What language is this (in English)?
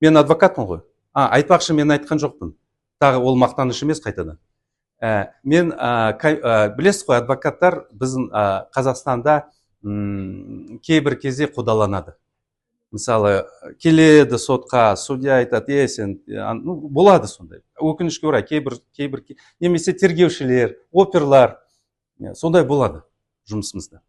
Kazakh